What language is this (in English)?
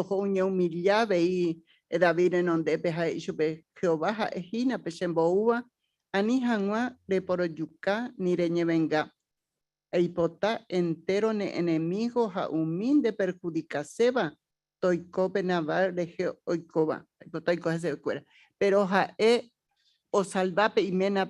Guarani